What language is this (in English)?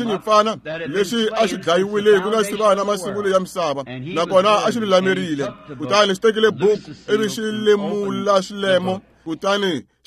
Tsonga